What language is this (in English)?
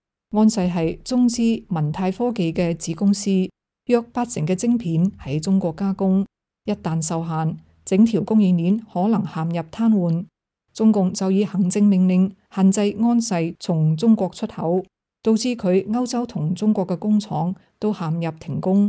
Cantonese